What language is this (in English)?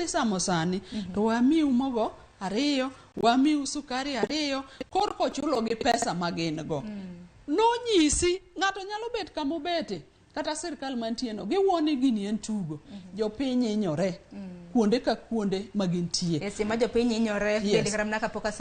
Luo (Kenya and Tanzania)